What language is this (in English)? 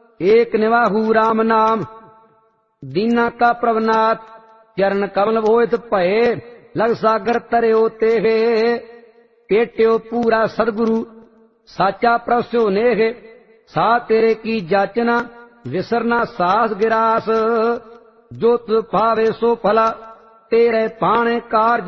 Punjabi